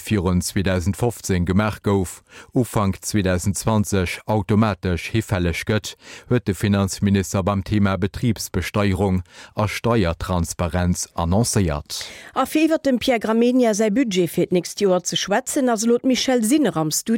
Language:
Luxembourgish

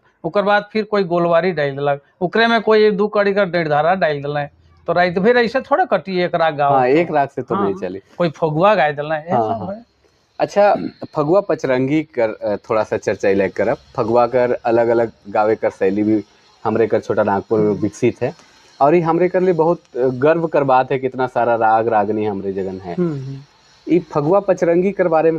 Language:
Sadri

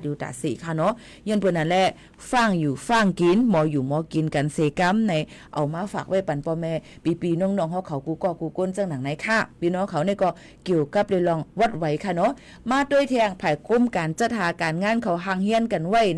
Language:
Shan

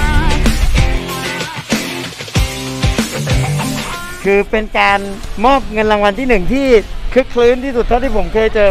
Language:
Thai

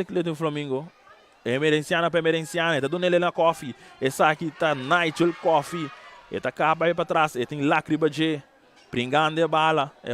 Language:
Papiamento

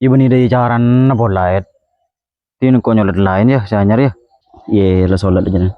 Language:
Madurese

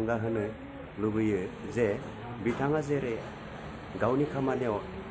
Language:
Bodo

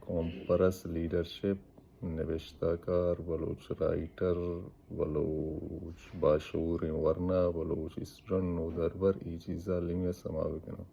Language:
Baluchi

